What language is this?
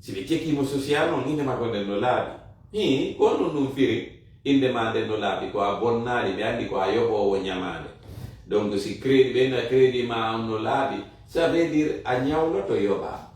Fula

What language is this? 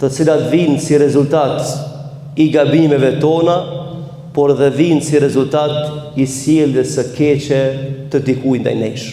Albanian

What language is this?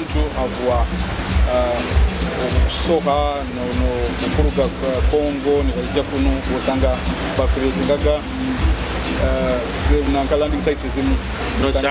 Nyoro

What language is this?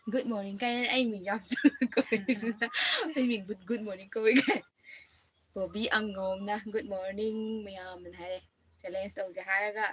Manipuri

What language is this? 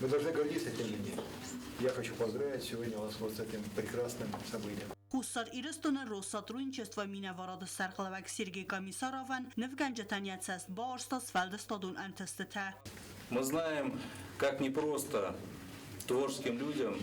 Ossetic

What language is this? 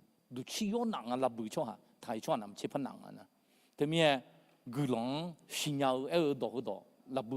Akha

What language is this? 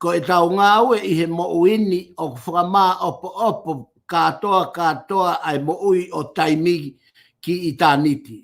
Tongan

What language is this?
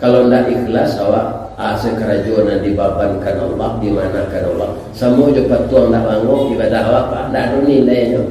Minangkabau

